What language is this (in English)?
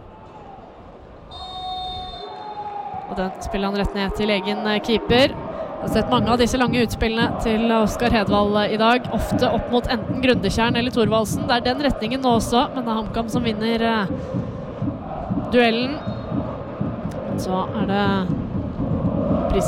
Norwegian